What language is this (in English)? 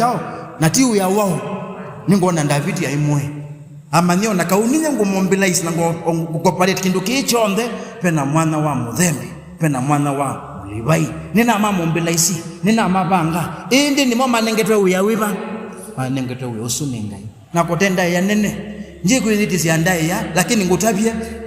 Kamba